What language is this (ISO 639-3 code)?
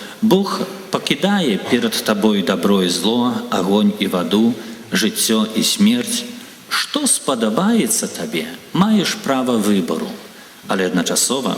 bel